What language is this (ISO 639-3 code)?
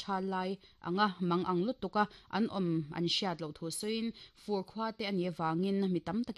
lus